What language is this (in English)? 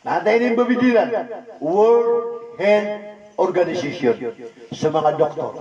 Maranao